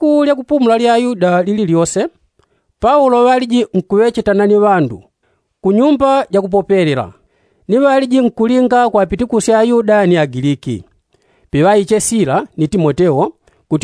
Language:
Yao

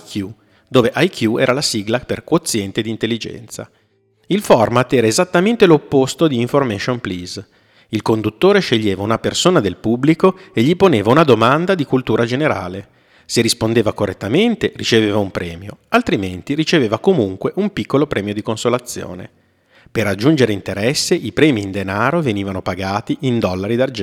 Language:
Italian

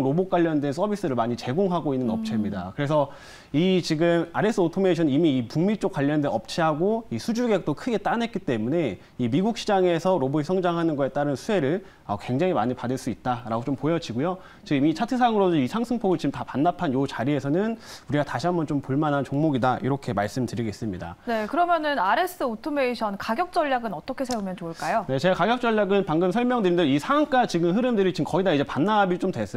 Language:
Korean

